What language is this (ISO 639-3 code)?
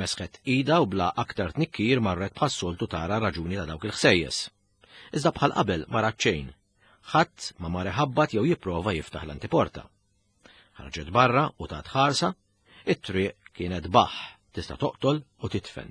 mlt